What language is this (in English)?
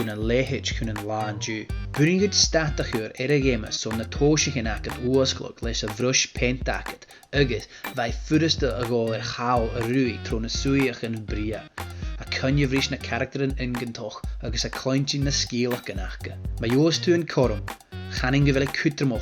Scottish Gaelic